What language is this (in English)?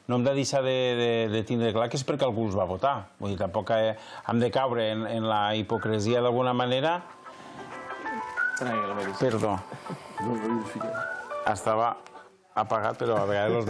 Catalan